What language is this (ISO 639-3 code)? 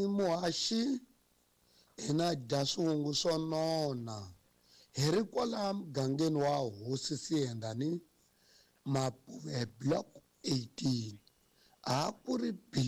tso